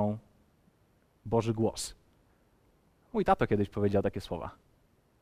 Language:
Polish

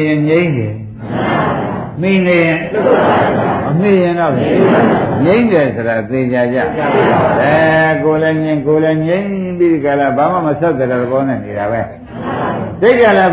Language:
Burmese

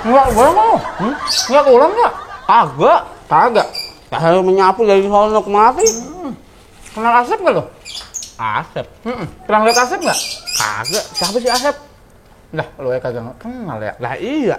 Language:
Betawi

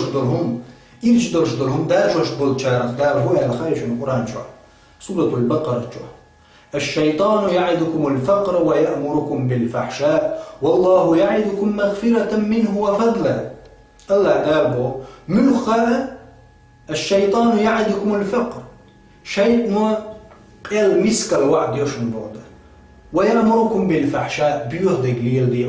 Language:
Chechen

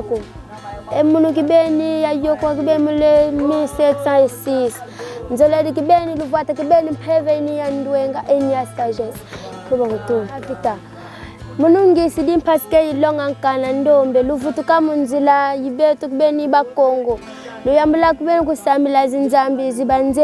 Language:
Kongo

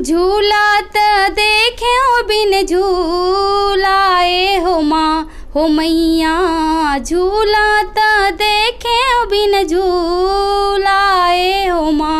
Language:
Chhattisgarhi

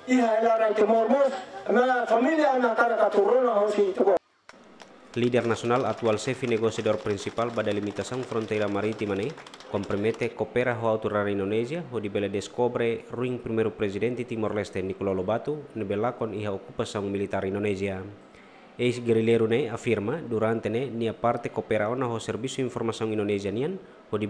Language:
Tetum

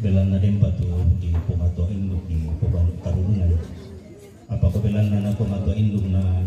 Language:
Toraja-Sa'dan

